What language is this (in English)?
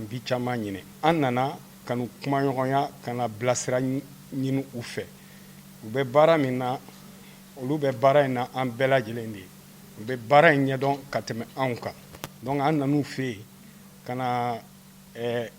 Bambara